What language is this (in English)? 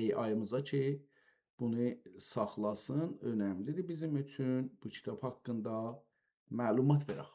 South Azerbaijani